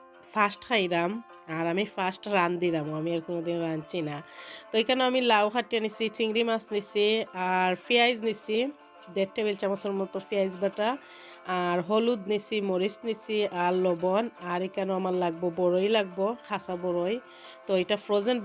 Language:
Sylheti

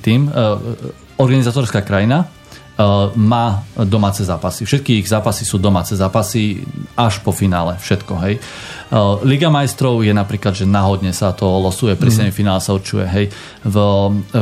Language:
Slovak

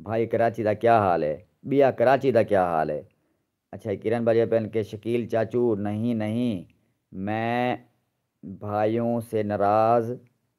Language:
Saraiki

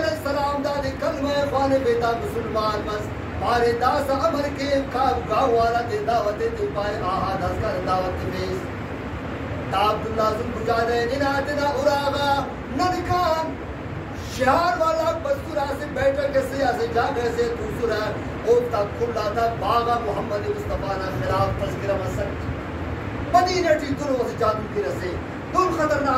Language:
Brahui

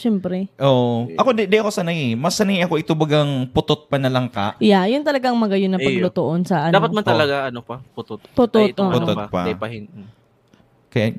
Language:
Bikol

